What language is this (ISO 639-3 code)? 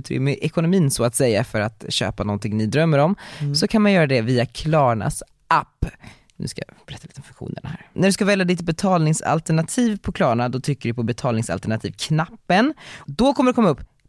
swe